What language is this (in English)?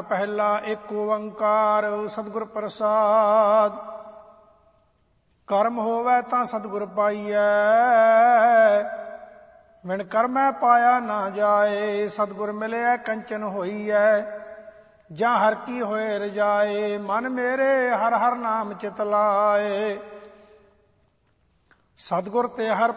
Punjabi